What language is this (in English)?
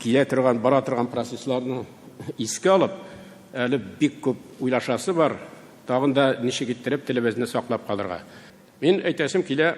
Tatar